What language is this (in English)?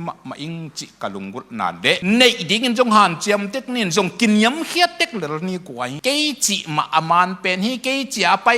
Tedim Chin